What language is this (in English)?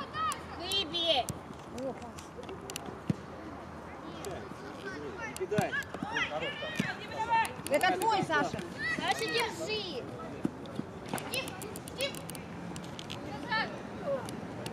Russian